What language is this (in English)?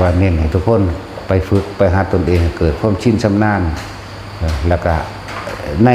Lao